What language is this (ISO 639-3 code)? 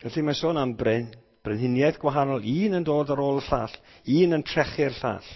cym